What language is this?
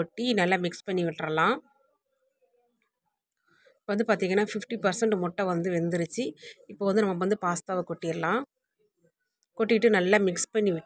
Tamil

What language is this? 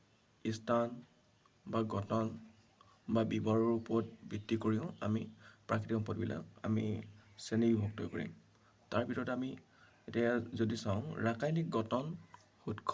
Assamese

